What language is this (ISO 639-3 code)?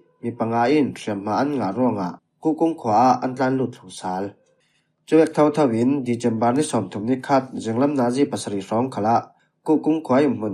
cfm